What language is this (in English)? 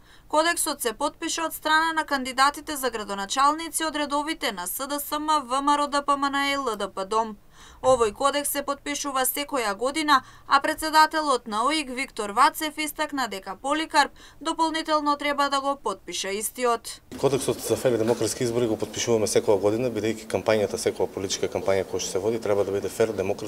Macedonian